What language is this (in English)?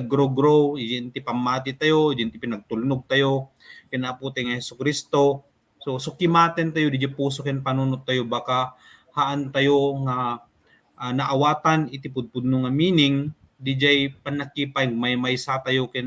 Iloko